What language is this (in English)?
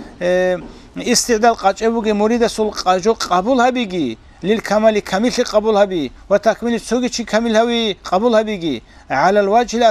Avaric